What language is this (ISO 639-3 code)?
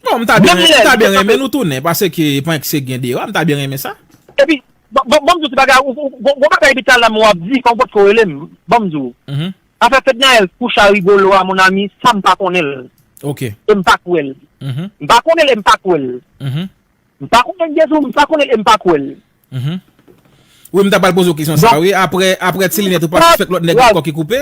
hat